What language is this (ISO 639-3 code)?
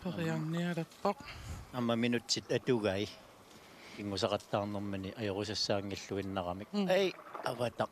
kal